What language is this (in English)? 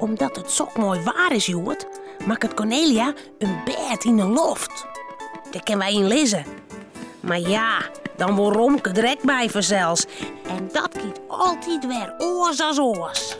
Western Frisian